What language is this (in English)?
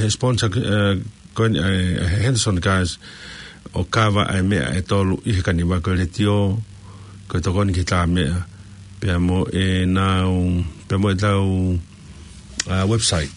Tongan